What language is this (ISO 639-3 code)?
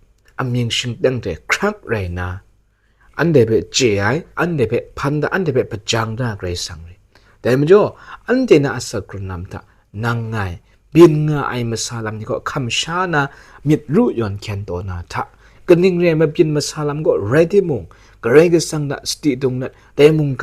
kac